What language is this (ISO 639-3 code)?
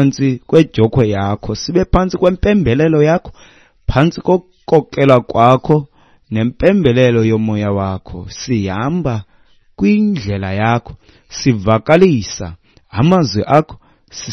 xho